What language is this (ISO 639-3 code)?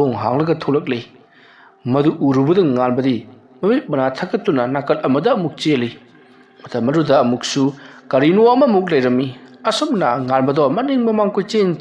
mni